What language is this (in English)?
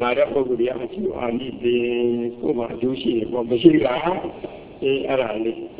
Burmese